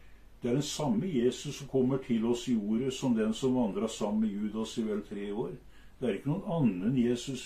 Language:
Norwegian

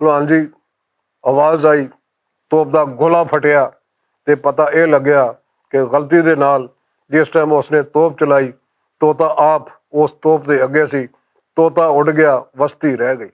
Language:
Western Panjabi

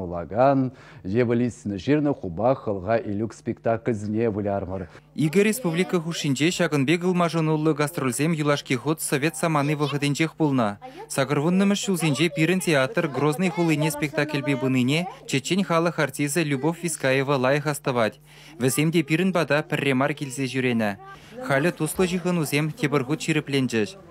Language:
Chuvash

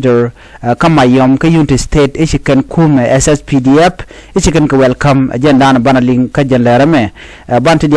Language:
Nuer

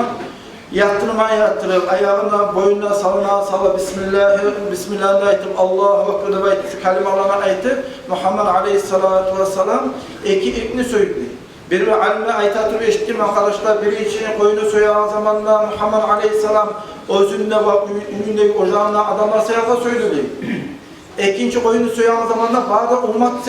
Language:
Kumyk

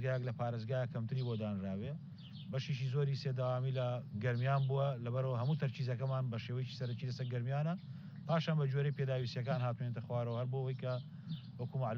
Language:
Central Kurdish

